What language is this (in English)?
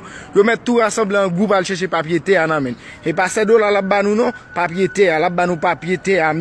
Haitian Creole